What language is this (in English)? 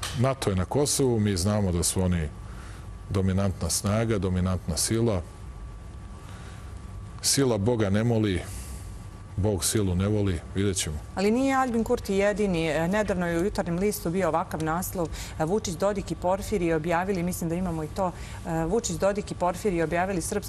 Serbian